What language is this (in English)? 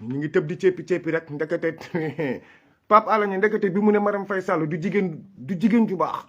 Wolof